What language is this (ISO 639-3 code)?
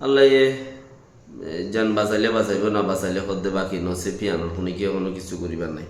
rhg